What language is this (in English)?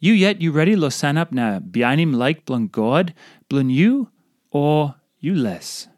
Tok Pisin